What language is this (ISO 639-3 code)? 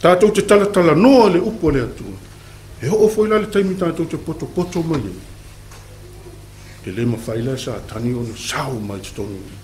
smo